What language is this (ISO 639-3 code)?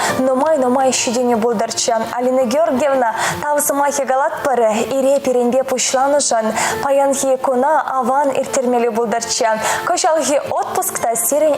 chv